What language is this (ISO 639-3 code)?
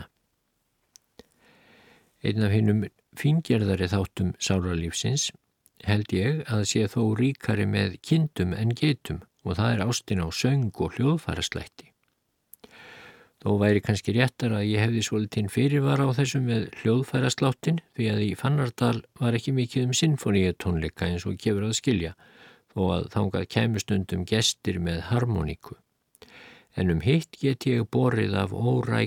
isl